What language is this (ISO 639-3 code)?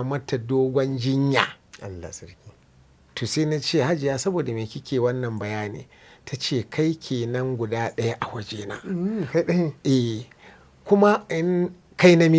hau